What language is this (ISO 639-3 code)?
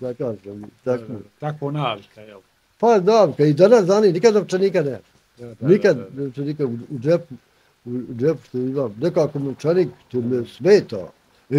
bos